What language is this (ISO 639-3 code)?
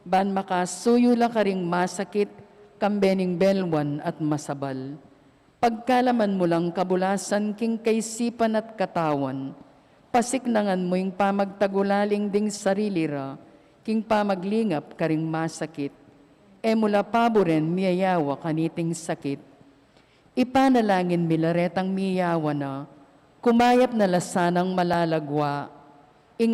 pam